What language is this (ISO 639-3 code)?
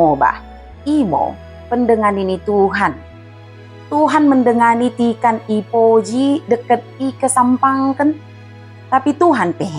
btd